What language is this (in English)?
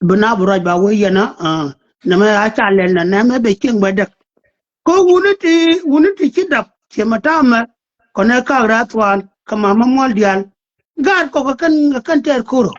Nuer